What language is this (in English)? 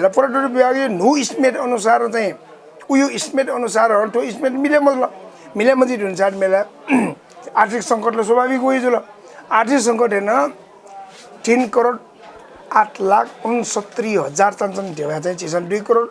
Newari